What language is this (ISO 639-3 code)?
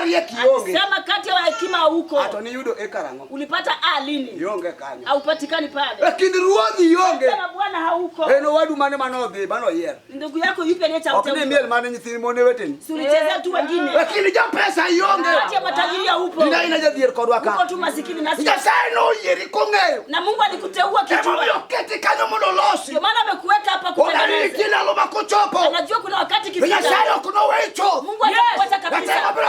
luo